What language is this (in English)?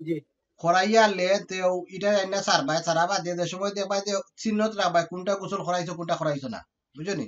Sylheti